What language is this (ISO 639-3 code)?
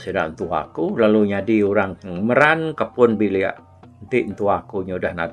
iba